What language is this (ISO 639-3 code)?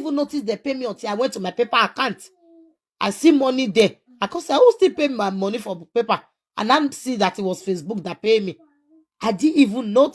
pcm